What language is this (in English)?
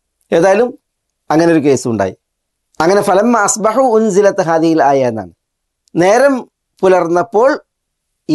Malayalam